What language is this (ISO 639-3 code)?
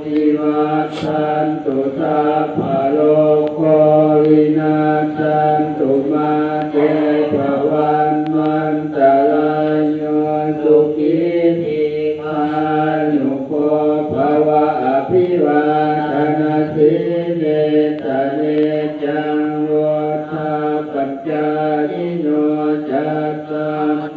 pli